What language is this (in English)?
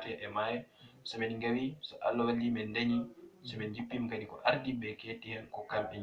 Fula